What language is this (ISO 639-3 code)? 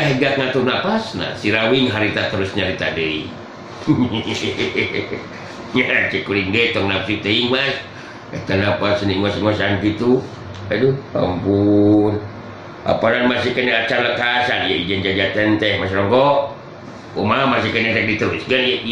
sun